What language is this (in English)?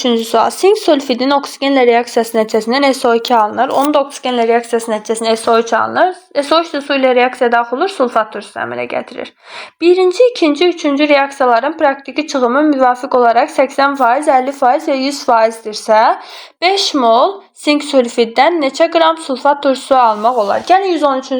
Azerbaijani